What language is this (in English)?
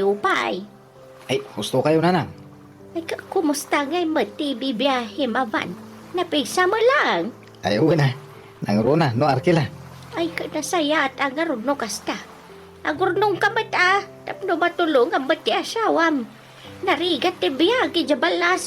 Iloko